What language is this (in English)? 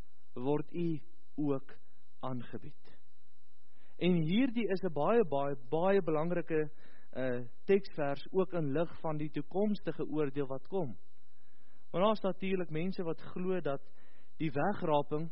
Afrikaans